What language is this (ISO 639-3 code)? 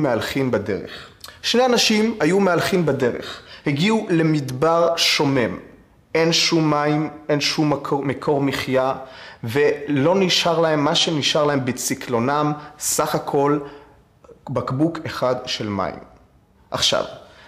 heb